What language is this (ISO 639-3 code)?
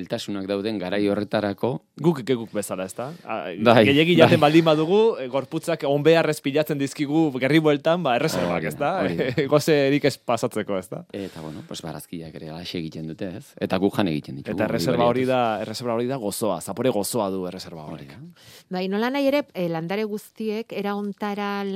eus